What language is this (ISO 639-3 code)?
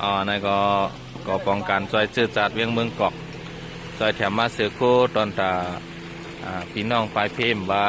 shn